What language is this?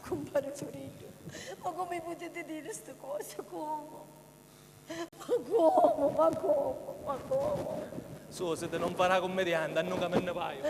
Sicilian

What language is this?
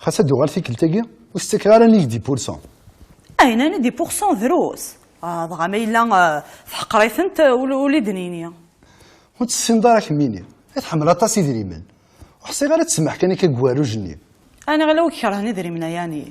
Kabyle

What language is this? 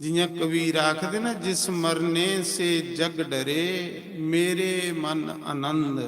Dogri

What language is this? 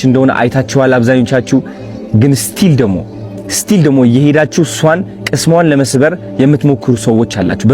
Amharic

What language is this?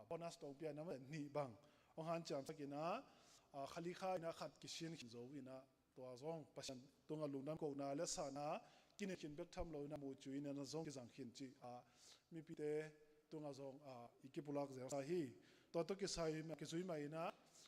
Tedim Chin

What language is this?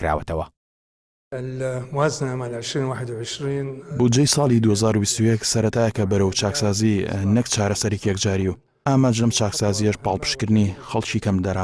Central Kurdish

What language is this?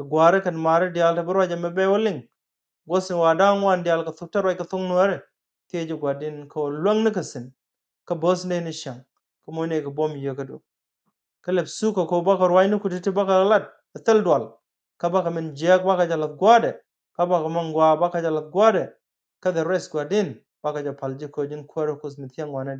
Nuer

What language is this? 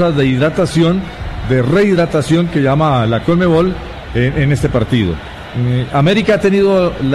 Spanish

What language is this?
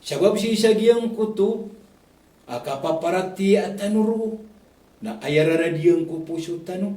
Maranao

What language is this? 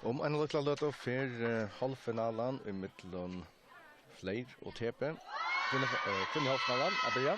Faroese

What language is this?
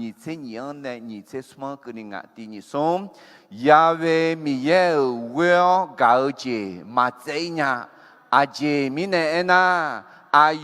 Akha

